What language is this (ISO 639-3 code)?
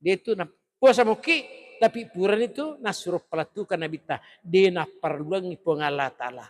bug